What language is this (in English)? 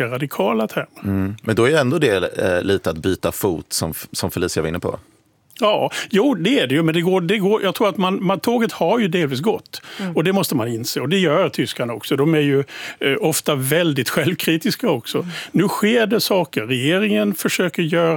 Swedish